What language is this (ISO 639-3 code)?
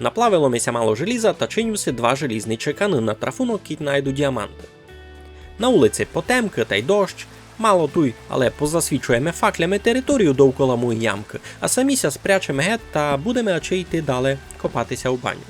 rue